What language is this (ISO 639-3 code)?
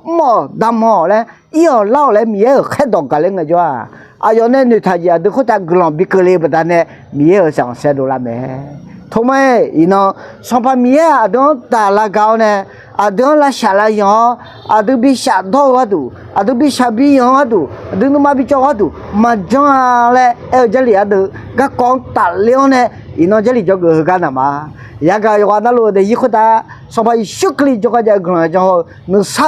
ahk